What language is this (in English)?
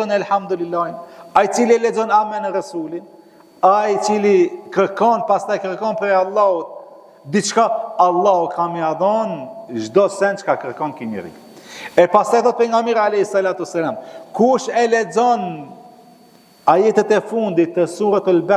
Albanian